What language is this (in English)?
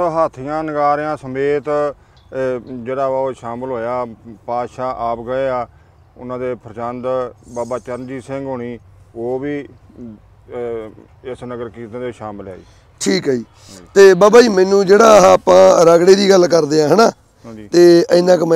Punjabi